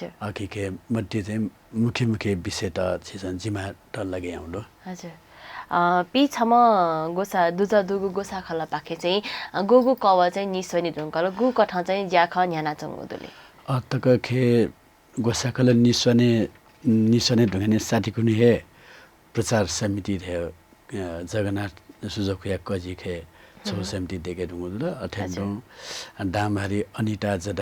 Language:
Newari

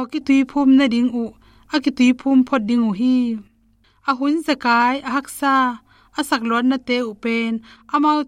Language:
Tedim Chin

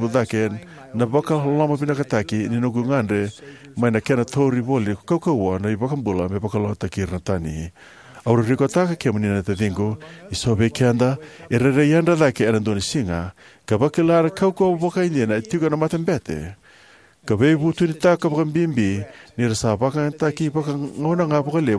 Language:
Fijian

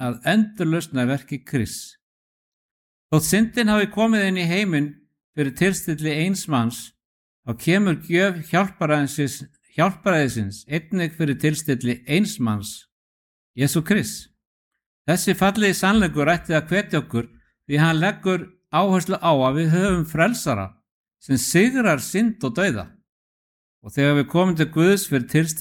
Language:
Icelandic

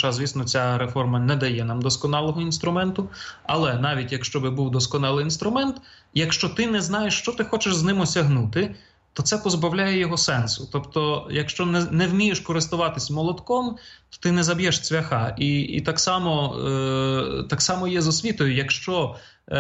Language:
Ukrainian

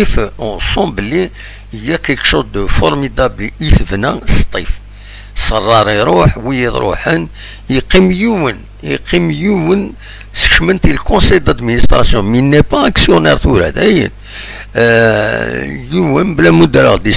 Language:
Kabyle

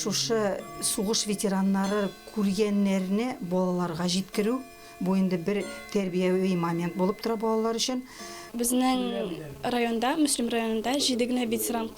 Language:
Tatar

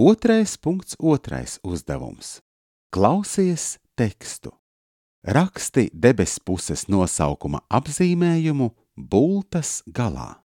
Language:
Latvian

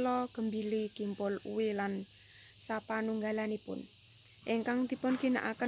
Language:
Javanese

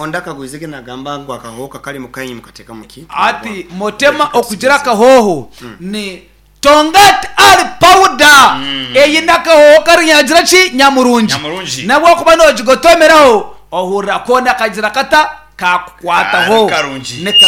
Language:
Nyankole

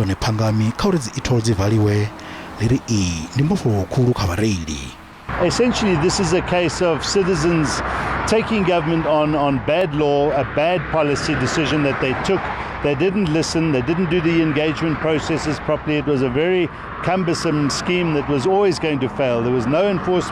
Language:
Venda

